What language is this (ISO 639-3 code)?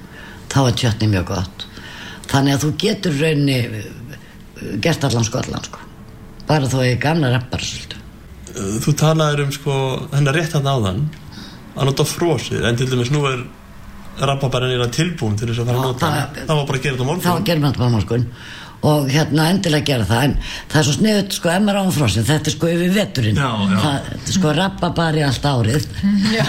isl